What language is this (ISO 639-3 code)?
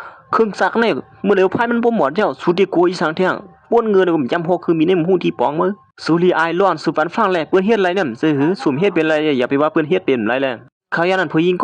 shn